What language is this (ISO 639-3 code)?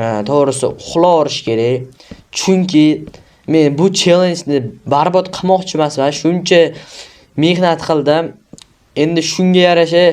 uzb